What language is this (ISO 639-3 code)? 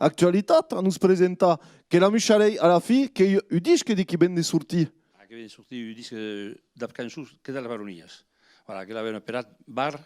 oci